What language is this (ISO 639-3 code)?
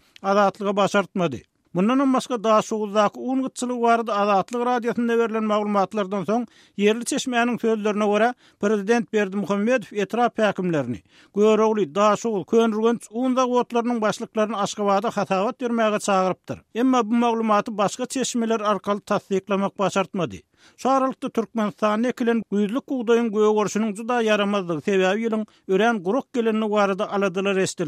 tuk